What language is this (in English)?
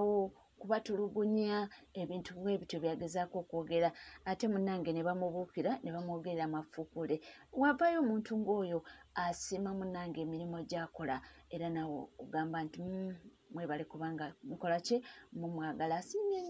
Ganda